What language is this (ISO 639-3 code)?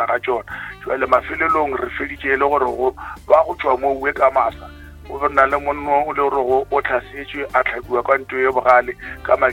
nso